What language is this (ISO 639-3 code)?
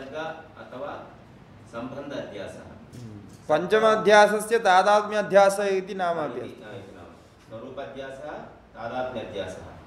san